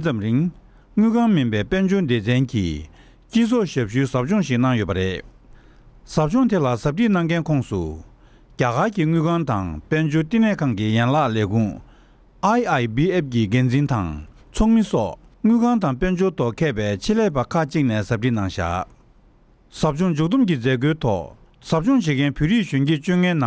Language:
Tibetan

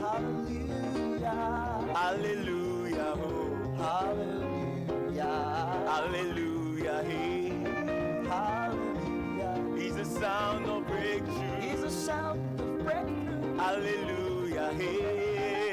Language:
Ewe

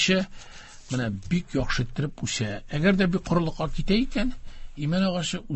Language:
Tatar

